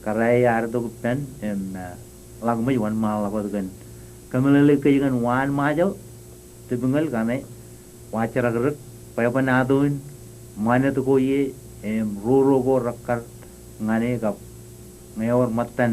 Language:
Marshallese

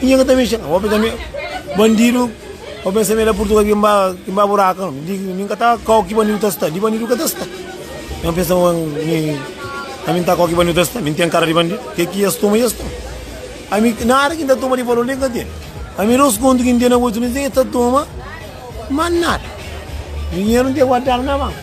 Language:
Kabuverdianu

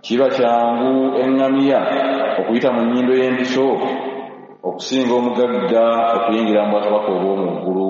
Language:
Ganda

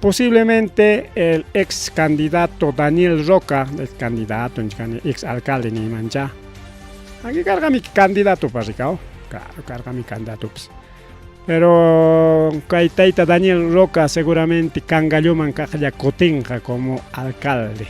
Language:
Ayacucho Quechua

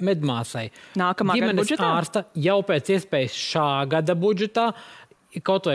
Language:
Latvian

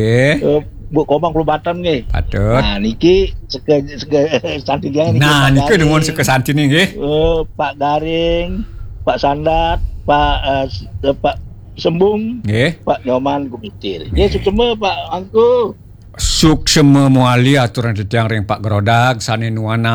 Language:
Balinese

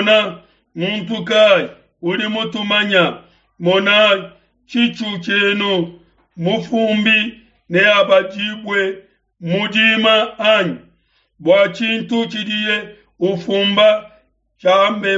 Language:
Luba-Lulua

